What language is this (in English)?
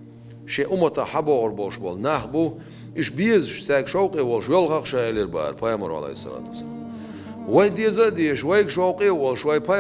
Chechen